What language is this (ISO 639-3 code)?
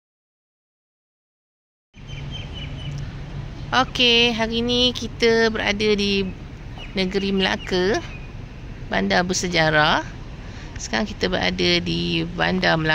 msa